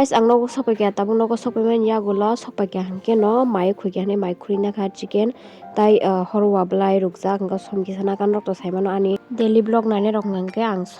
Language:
Kok Borok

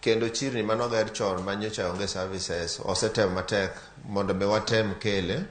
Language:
Luo (Kenya and Tanzania)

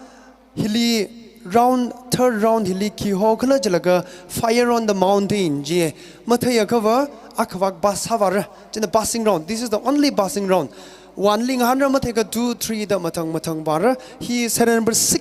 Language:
Tangkhul Naga (India)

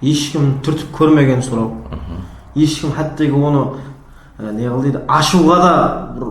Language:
Kara-Kalpak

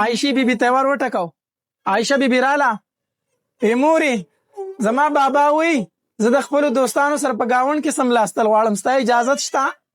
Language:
Pashto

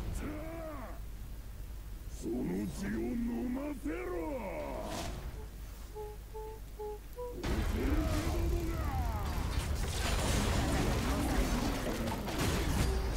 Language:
Japanese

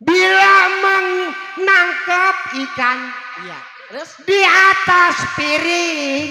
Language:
Betawi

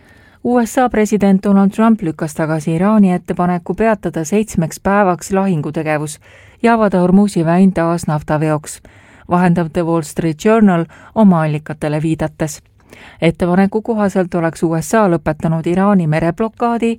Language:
Estonian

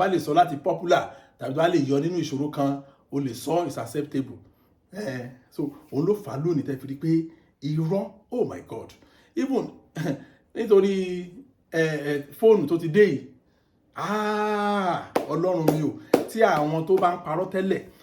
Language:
Yoruba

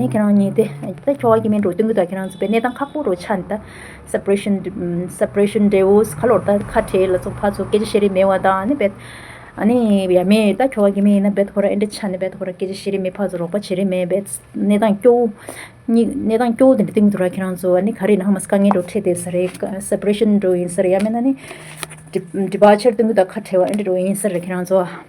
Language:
Tibetan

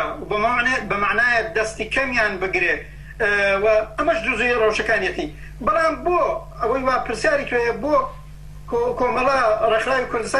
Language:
Central Kurdish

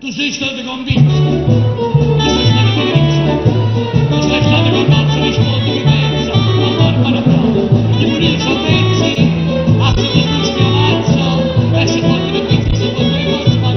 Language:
Neapolitan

